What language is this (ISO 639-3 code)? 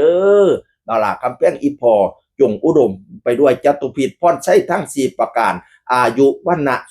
tts